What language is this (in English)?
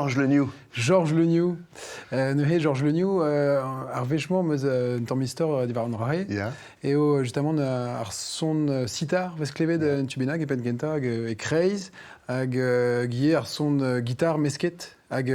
Breton